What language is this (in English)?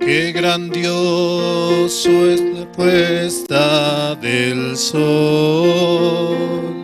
Aymara